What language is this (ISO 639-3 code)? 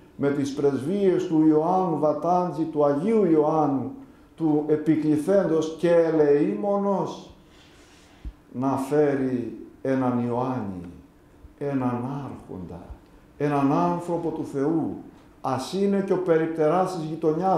ell